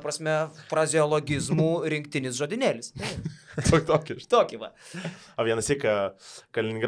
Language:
Lithuanian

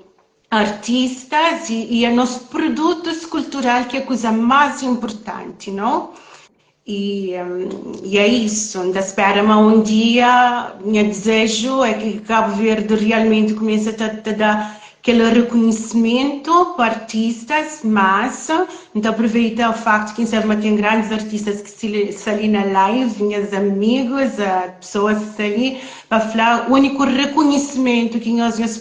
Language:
Kabuverdianu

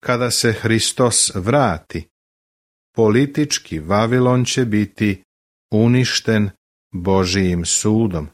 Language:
Serbian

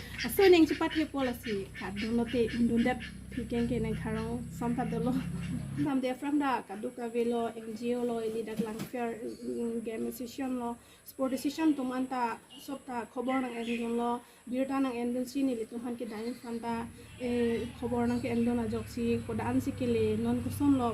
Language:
Karbi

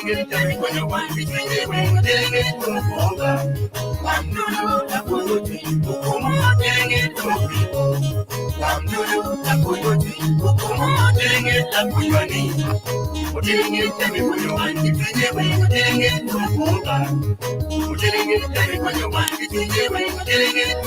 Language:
Acoli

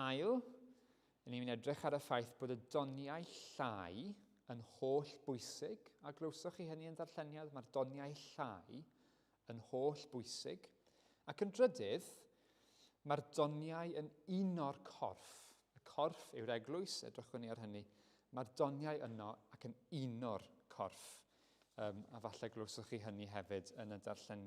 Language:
Welsh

